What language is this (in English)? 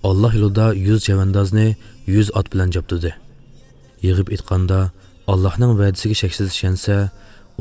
Uyghur